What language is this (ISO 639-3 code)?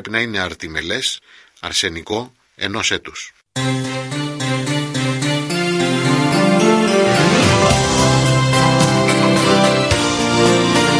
ell